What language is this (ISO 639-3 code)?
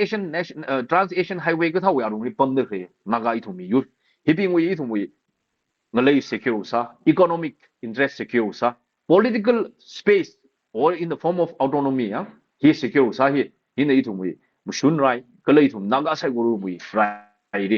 nmf